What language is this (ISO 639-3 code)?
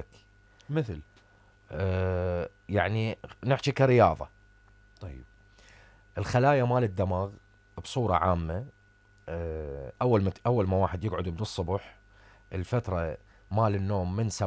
acm